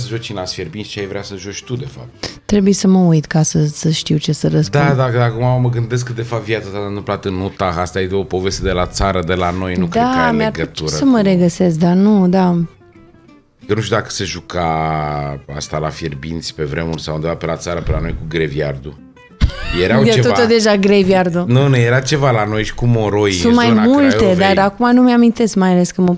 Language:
Romanian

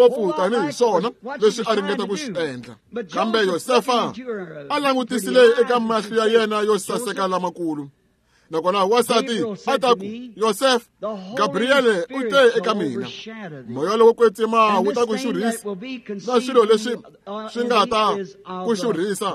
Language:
Tsonga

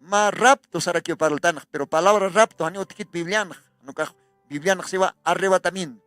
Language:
Aymara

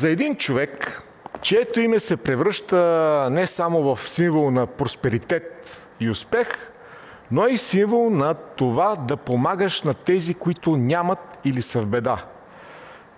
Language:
Bulgarian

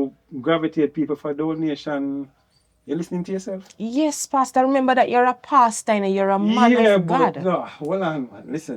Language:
Jamaican Creole English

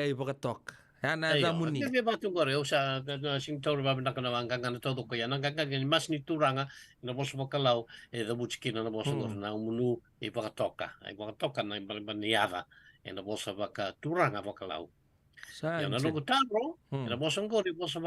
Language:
Fijian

